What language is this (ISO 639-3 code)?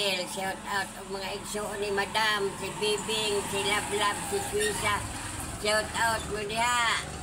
ceb